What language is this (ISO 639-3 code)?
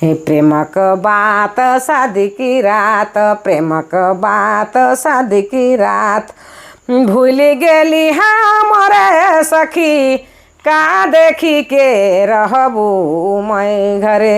sck